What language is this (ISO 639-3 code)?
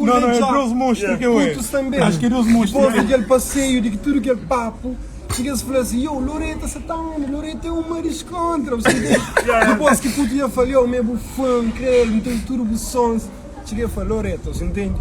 kea